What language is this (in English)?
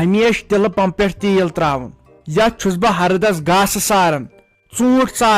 Kashmiri